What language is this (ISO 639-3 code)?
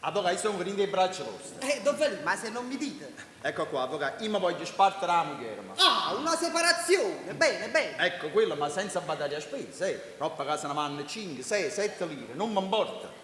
nap